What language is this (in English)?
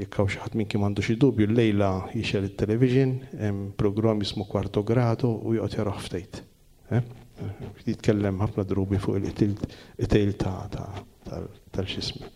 Maltese